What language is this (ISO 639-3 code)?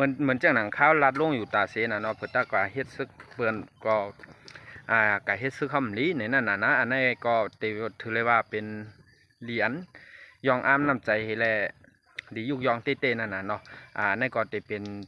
shn